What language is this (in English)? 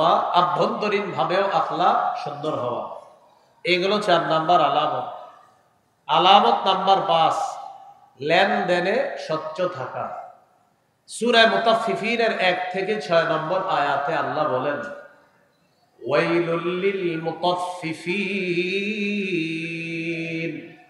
Bangla